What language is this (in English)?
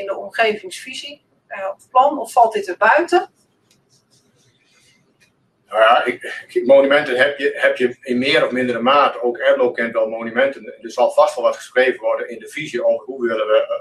Dutch